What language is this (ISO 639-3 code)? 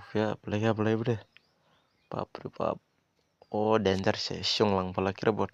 dis